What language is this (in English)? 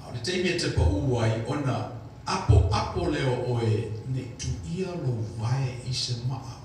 Samoan